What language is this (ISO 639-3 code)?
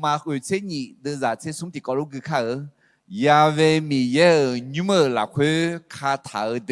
ahk